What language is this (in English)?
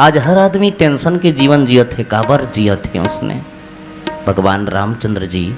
Chhattisgarhi